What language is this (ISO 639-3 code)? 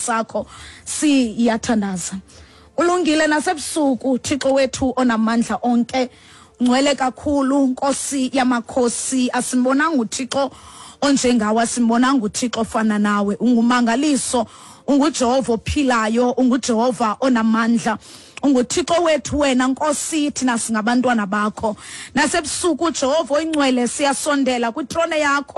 xho